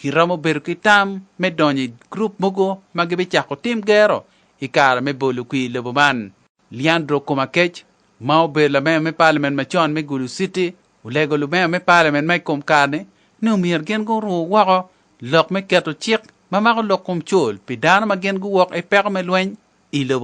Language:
Acoli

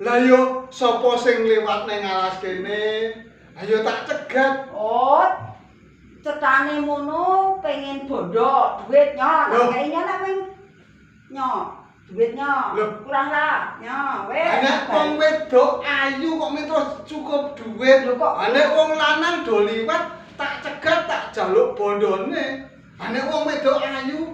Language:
Javanese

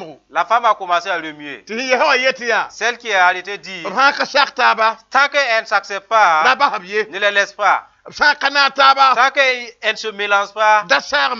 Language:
Mossi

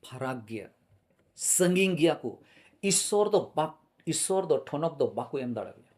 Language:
Santali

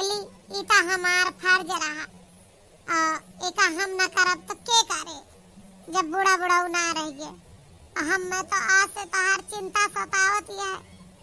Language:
Awadhi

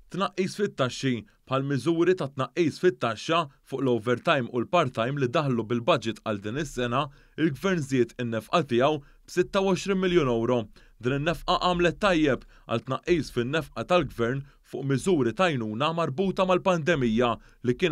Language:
Maltese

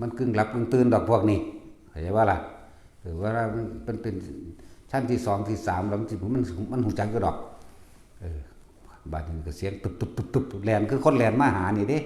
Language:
Northeastern Thai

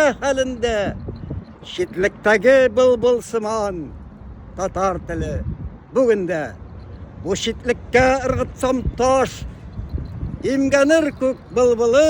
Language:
Tatar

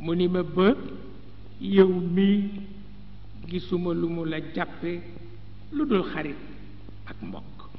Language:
Wolof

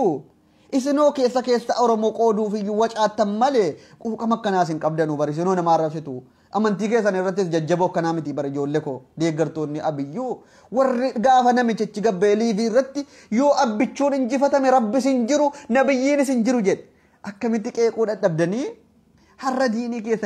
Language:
Oromo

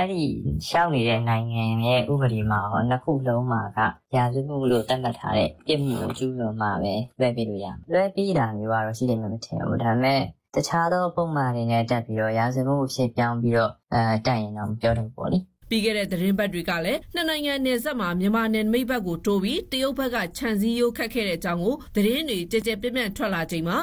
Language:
Burmese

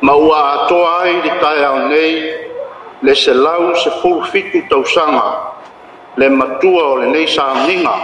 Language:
Samoan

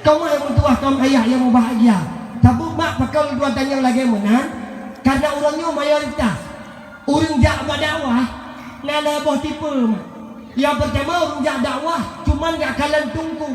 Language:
Achinese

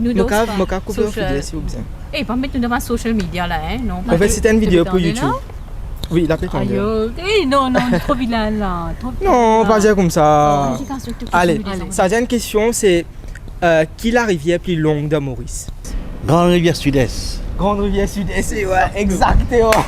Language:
Morisyen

